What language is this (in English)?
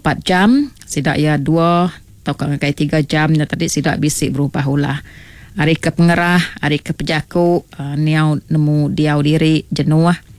Iban